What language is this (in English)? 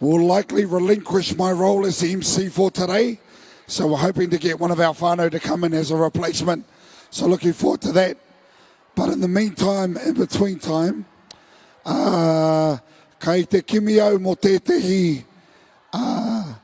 Māori